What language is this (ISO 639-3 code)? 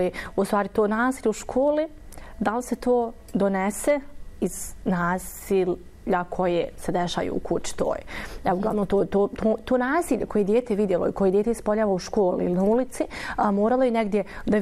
bos